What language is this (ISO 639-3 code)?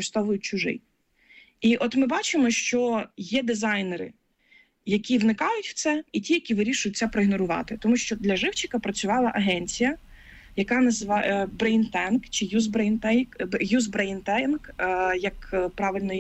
ukr